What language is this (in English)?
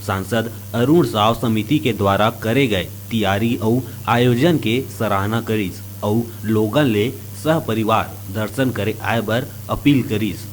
Chhattisgarhi